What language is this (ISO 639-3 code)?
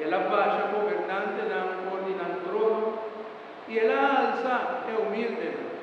pap